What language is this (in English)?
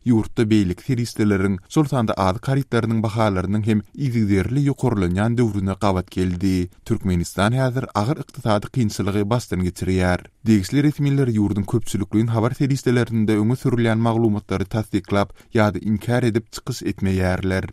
Turkmen